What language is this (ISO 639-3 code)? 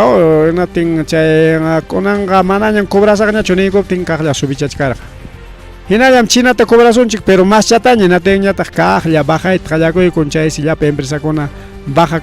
quy